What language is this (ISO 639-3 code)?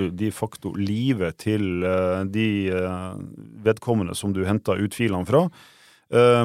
nor